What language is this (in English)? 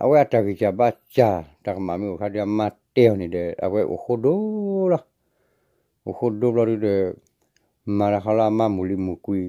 S'gaw Karen